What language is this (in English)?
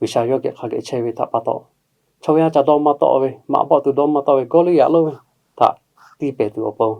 Lahu